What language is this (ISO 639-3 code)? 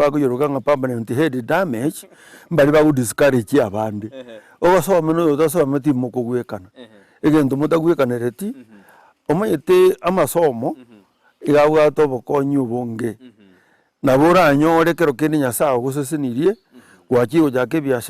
guz